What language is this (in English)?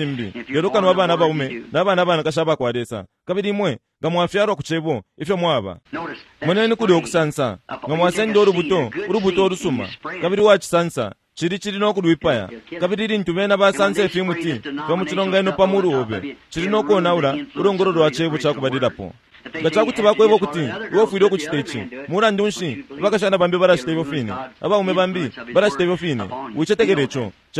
Bemba